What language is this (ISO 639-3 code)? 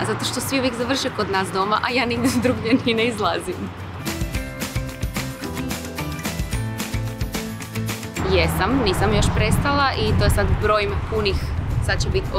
hrv